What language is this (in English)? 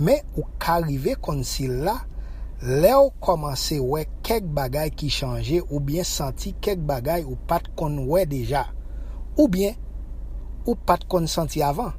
Haitian Creole